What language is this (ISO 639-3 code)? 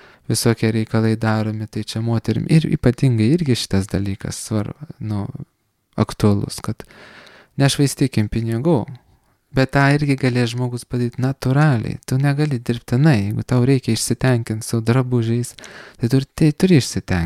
lit